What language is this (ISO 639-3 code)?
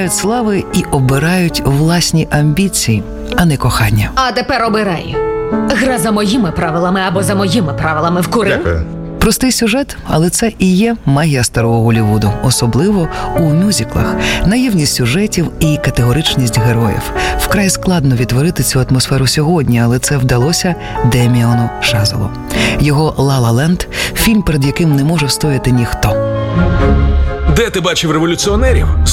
ukr